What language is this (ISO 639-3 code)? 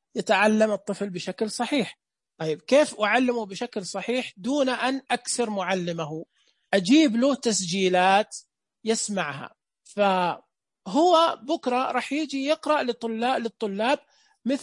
ars